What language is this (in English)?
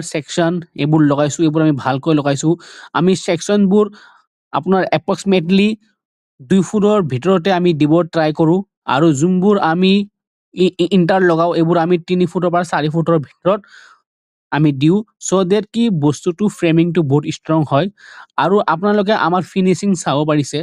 Assamese